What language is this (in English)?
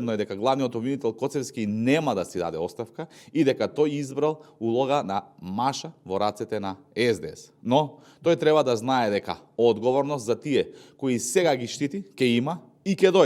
Macedonian